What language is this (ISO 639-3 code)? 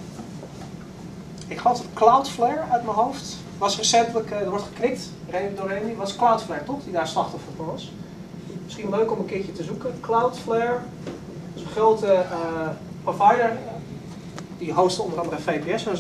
nld